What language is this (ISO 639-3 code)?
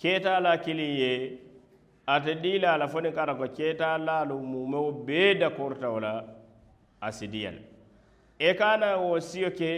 man